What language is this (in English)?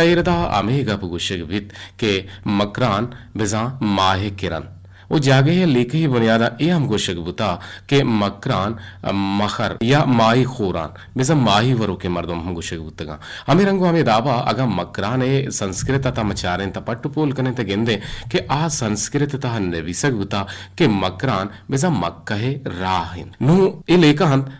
Eastern Balochi